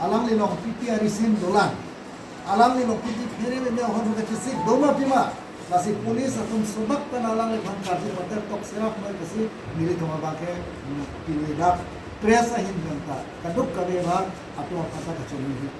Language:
Karbi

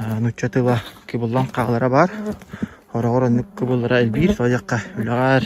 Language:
Yakut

